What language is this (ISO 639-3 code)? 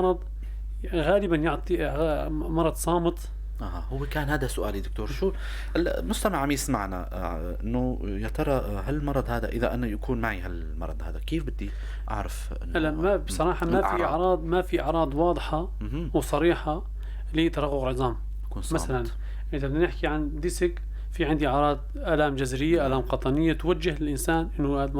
apc